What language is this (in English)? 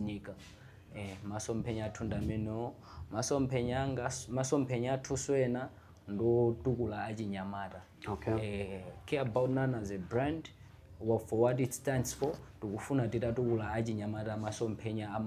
Nyanja